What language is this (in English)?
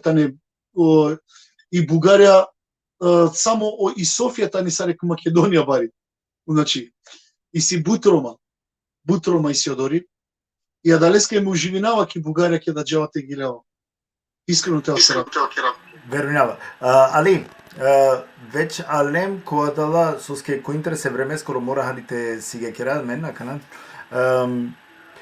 Balkan Romani